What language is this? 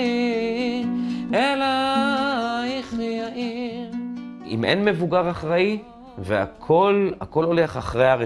Hebrew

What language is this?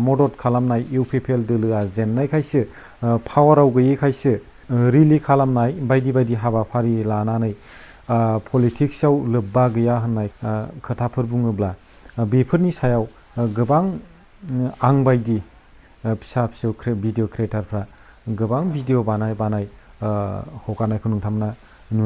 Bodo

